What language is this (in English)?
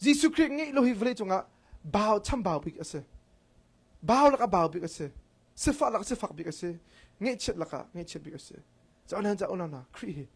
Hakha Chin